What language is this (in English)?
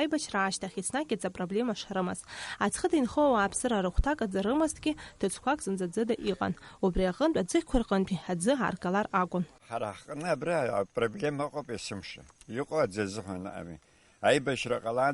Abkhazian